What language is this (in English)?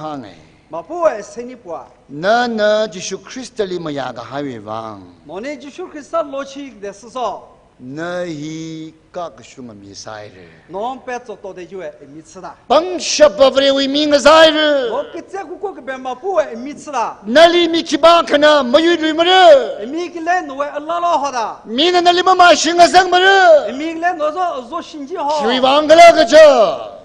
Tangkhul Naga (India)